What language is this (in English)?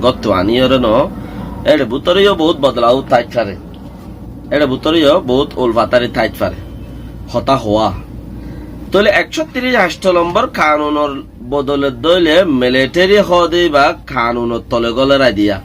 Rohingya